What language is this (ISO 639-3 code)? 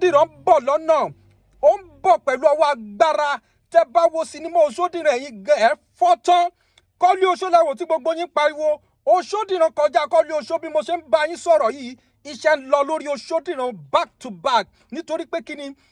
yor